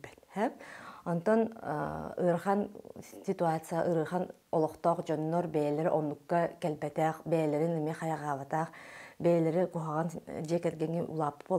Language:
Yakut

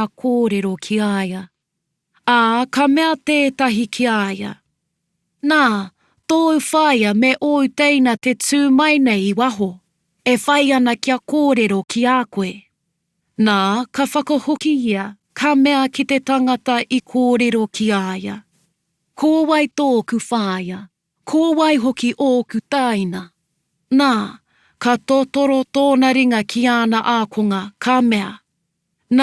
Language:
Māori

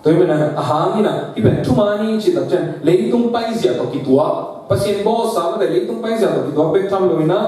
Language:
Tedim Chin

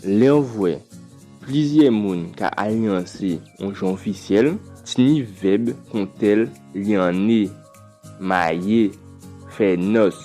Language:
Guadeloupean Creole French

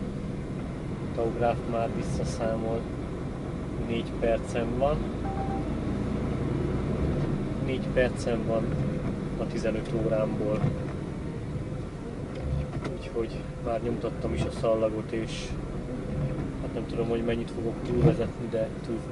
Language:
Hungarian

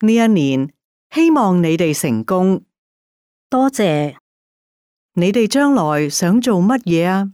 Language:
Cantonese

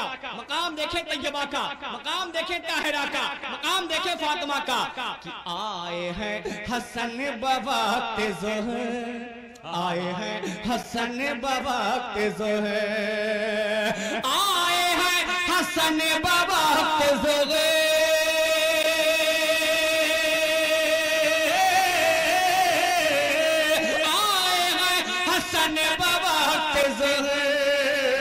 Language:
Hindi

